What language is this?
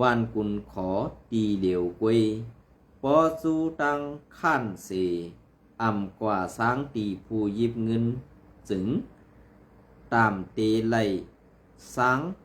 Shan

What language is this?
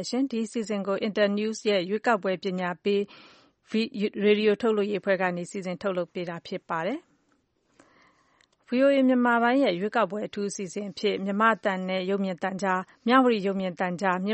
Burmese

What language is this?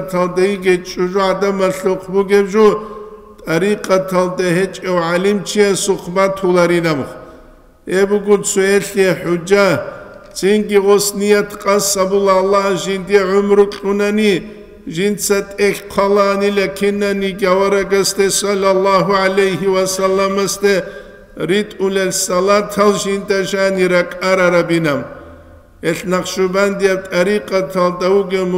Avaric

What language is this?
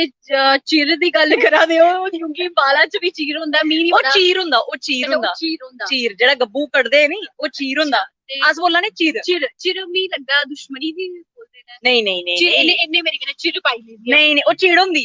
Dogri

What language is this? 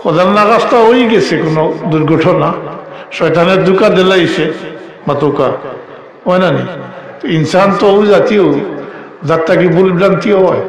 Sylheti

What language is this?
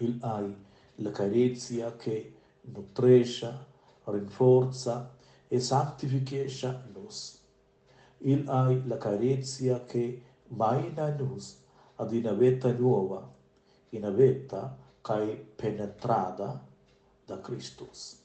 Romansh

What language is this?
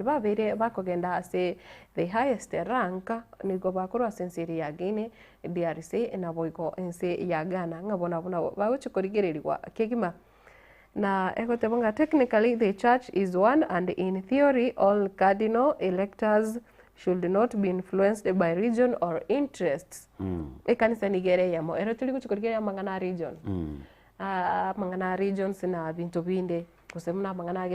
Gusii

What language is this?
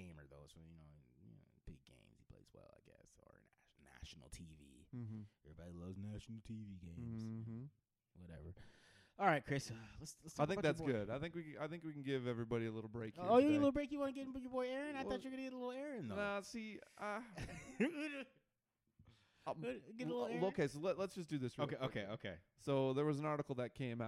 English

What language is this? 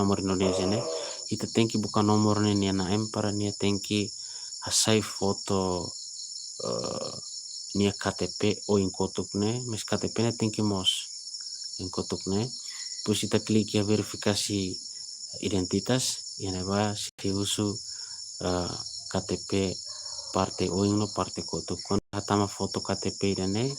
Tetum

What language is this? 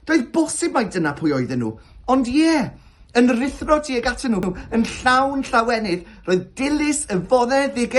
Welsh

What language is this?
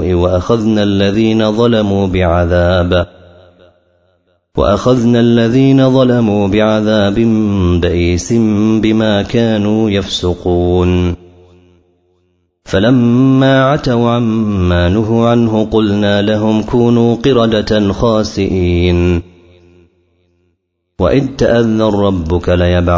Arabic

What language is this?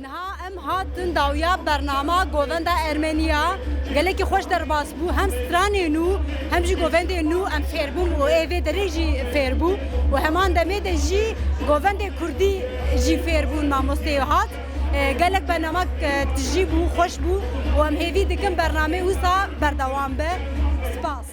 Kurdish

